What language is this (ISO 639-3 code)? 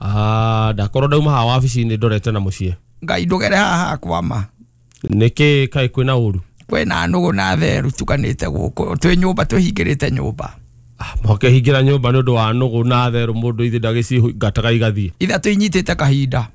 kik